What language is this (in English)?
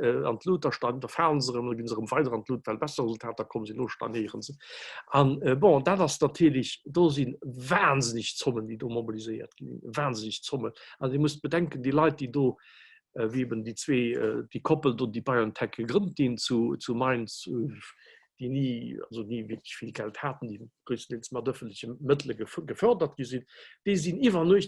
Luxembourgish